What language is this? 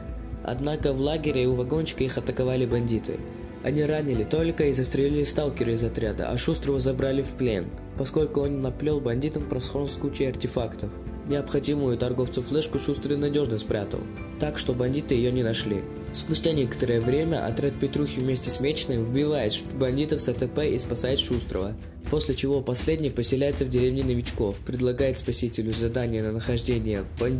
Russian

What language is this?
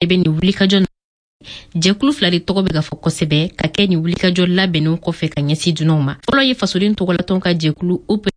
Bambara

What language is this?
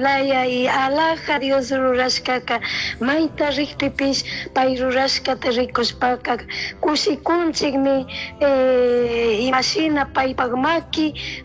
Chimborazo Highland Quichua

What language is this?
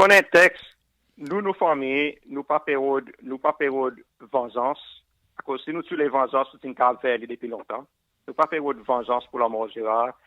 Seselwa Creole French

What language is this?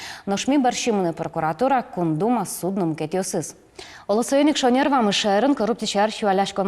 Udmurt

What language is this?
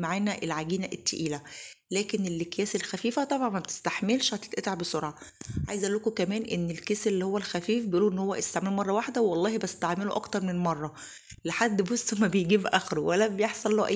Egyptian Arabic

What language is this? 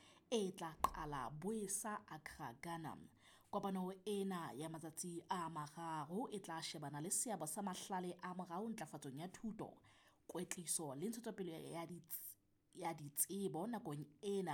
Southern Sotho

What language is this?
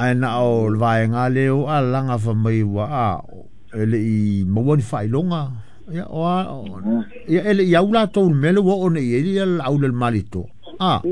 Samoan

